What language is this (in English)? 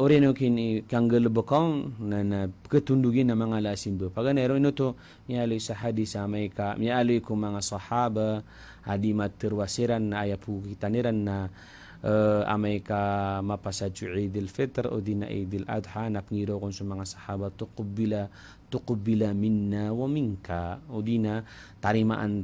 Maranao